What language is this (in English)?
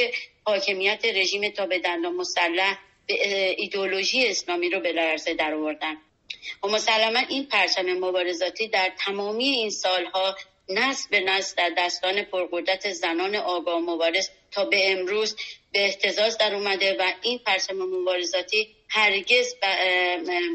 Persian